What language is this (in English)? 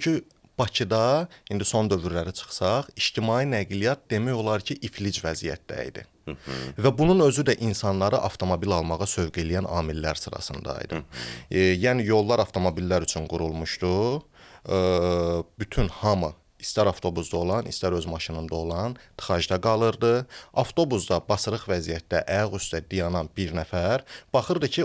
Azerbaijani